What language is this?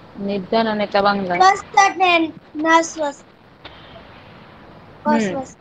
Gujarati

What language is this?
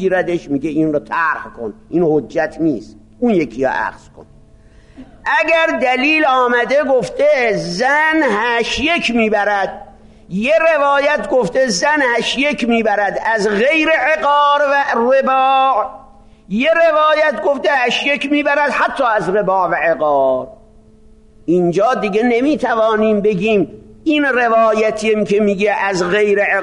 Persian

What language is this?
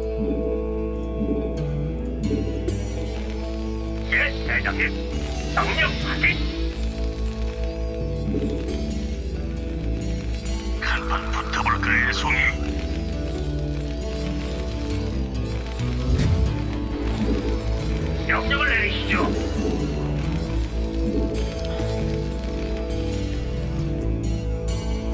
Korean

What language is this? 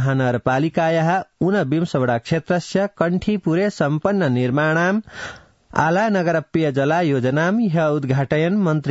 Sanskrit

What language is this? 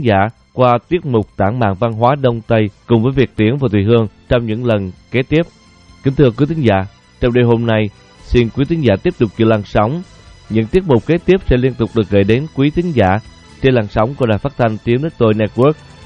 Vietnamese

